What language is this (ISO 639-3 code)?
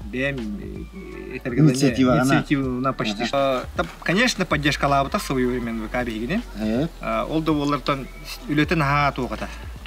sah